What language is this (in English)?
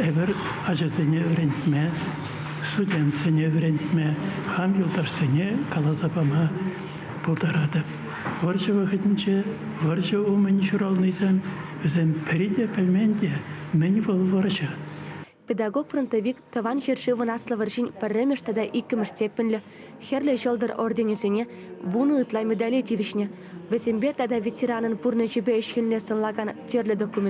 Chuvash